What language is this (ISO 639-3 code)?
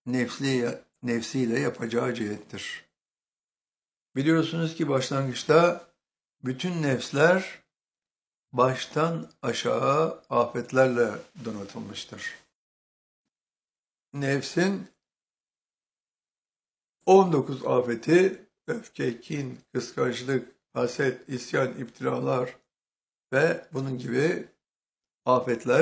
tur